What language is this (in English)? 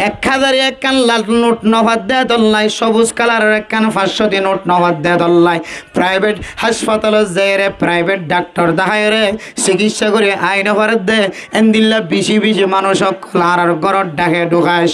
Rohingya